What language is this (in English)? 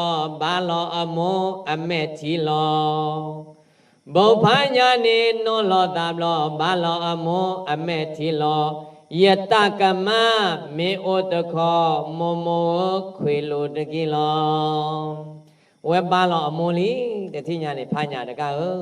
S'gaw Karen